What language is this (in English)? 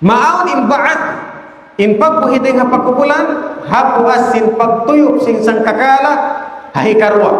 Tausug